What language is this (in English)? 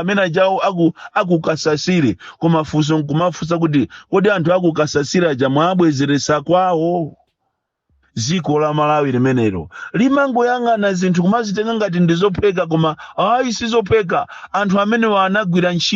Nyanja